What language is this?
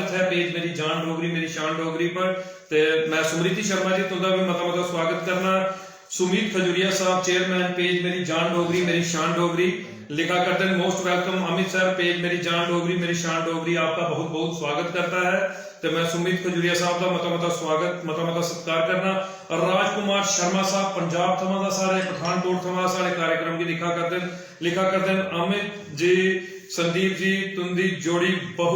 Dogri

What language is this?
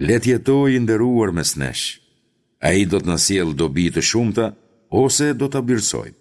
Albanian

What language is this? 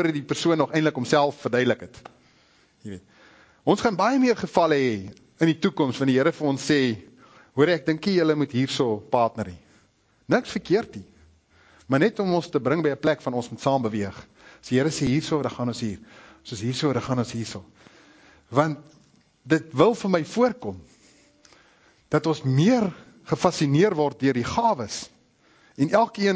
Afrikaans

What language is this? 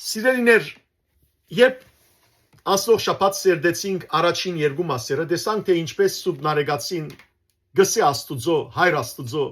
Western Armenian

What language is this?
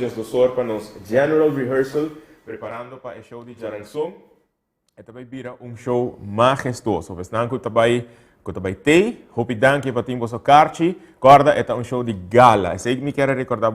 Papiamento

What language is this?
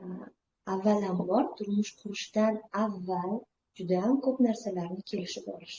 Uzbek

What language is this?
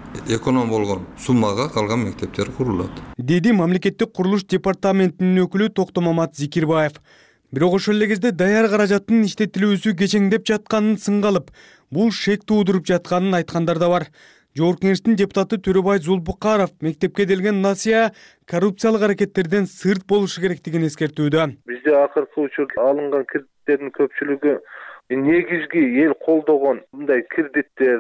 Kyrgyz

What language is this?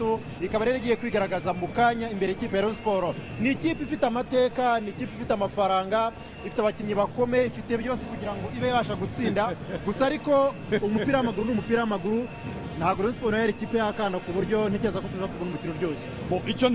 Kinyarwanda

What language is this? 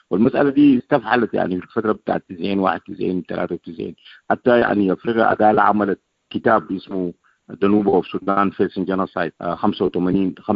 Sudanese Arabic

